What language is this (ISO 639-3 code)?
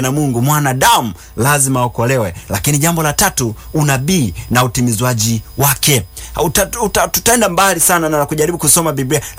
swa